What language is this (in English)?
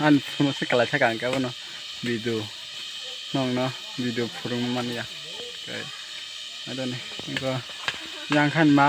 Kok Borok